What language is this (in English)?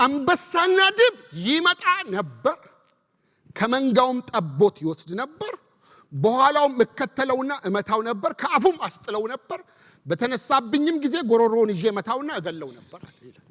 Amharic